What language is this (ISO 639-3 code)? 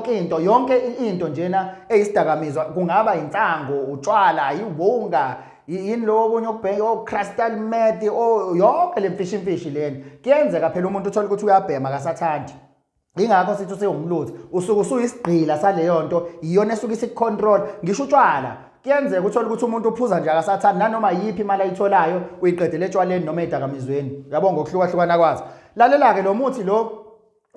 zul